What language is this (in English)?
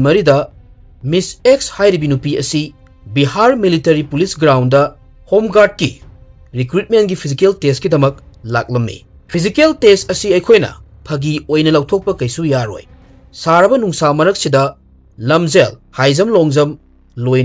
Manipuri